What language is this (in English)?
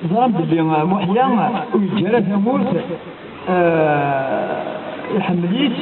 Kabyle